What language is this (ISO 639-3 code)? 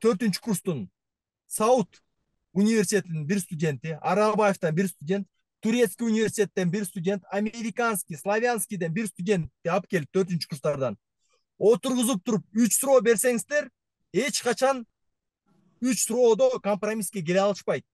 kir